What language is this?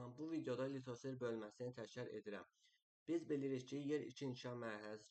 Azerbaijani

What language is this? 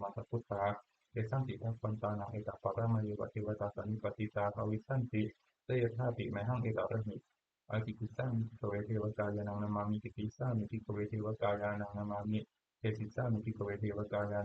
Pali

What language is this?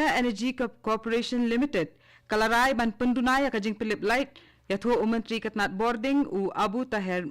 Khasi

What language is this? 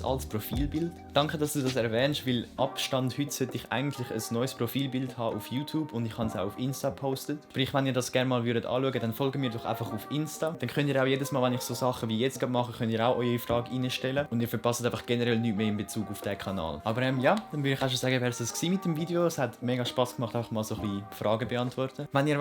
Swiss German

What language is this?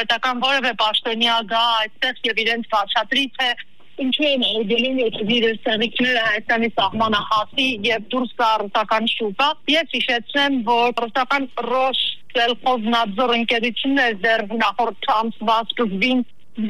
Armenian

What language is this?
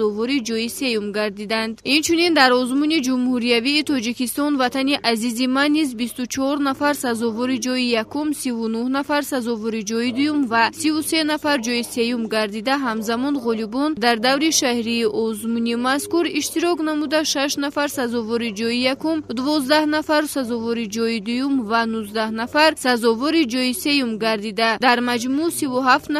Tajik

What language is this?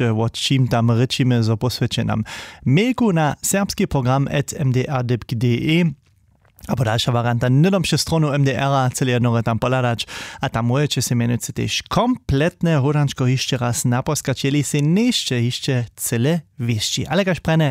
Upper Sorbian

